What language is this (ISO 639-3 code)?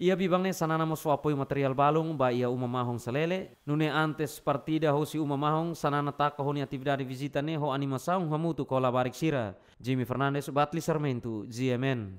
tet